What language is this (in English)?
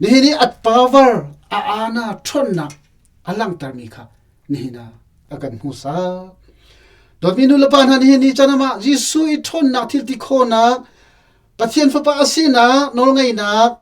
Hakha Chin